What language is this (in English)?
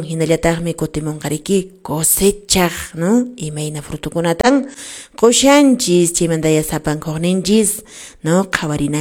Quechua